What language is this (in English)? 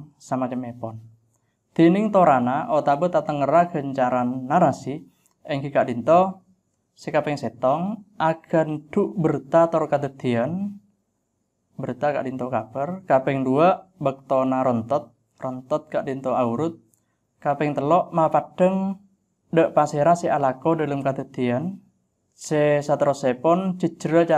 Madurese